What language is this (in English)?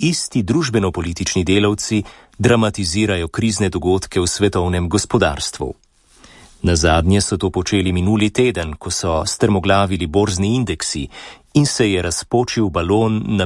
Slovenian